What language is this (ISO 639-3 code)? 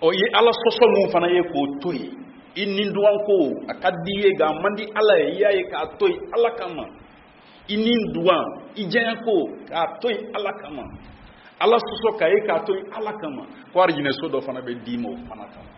bam